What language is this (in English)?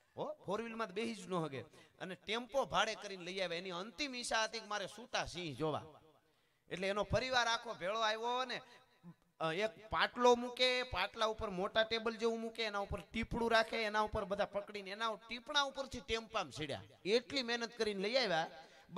Gujarati